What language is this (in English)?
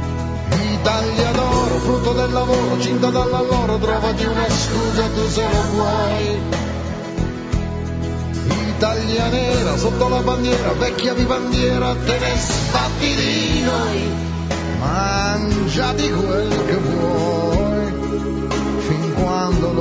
Italian